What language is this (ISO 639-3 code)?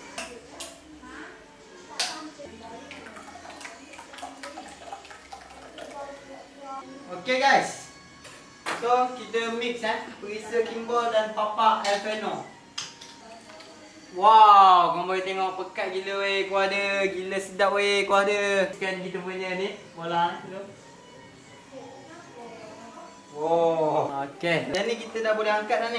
msa